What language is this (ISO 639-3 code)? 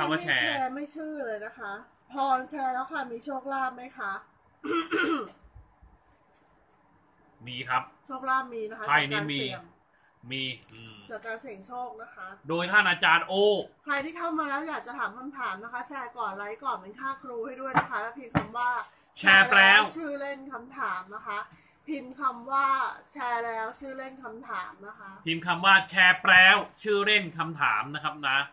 tha